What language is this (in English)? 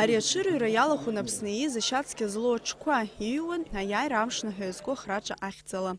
Abkhazian